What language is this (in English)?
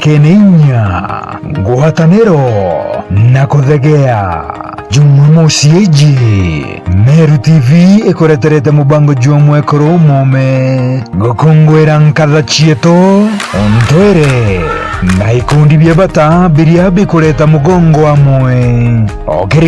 Meru